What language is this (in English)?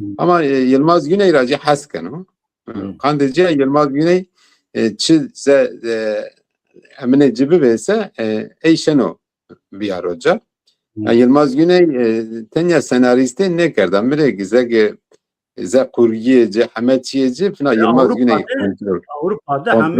Zaza